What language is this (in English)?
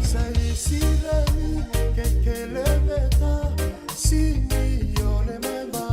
Fijian